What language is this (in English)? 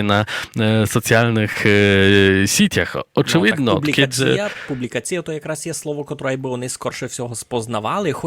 Rusyn